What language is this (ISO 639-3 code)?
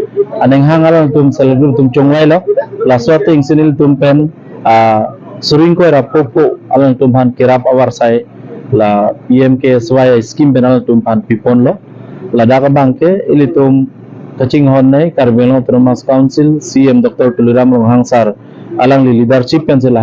mjw